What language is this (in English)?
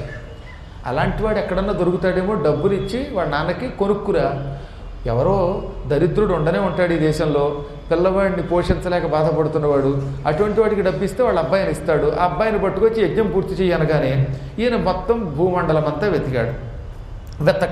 Telugu